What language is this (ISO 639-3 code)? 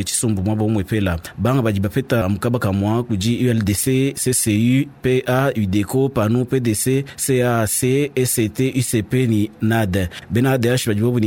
lua